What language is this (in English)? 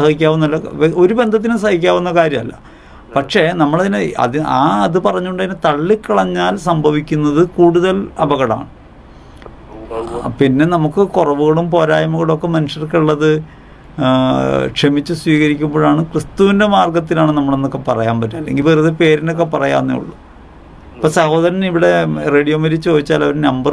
Malayalam